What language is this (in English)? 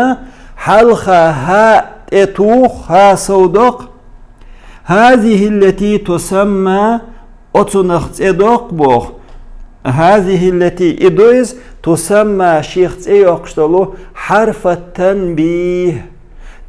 Chechen